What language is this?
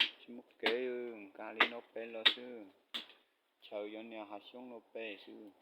Hmong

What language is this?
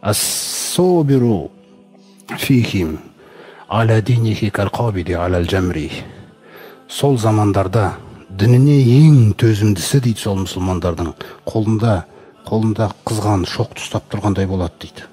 Kazakh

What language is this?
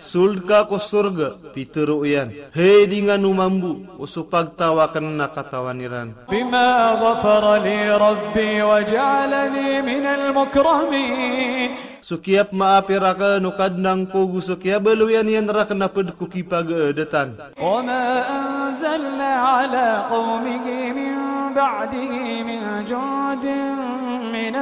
Maranao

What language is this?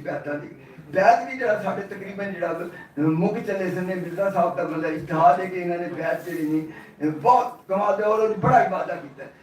Western Panjabi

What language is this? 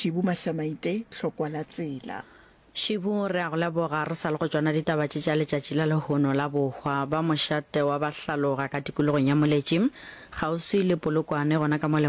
Northern Sotho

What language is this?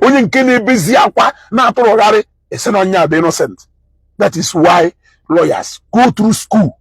Igbo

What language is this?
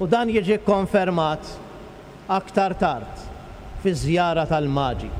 Maltese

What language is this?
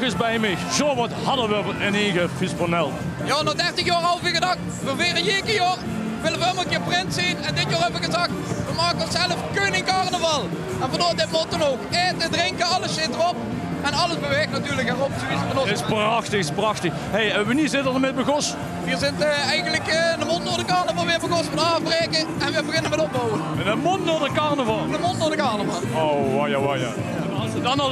Limburgish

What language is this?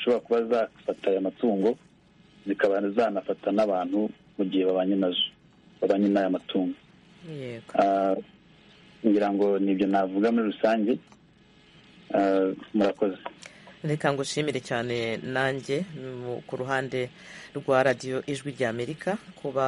Kinyarwanda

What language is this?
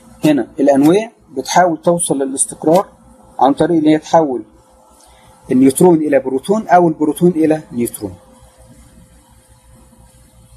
Egyptian Arabic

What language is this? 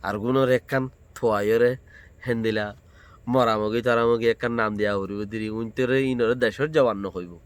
Rohingya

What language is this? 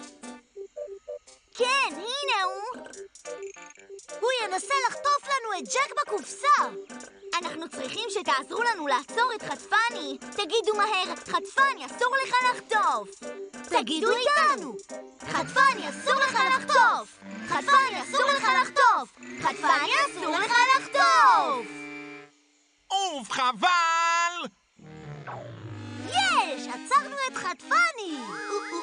Hebrew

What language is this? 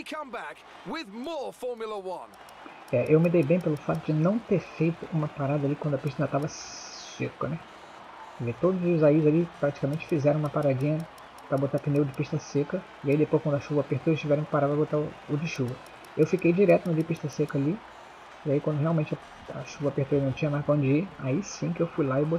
Portuguese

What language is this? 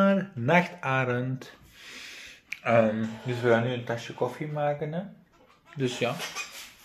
Dutch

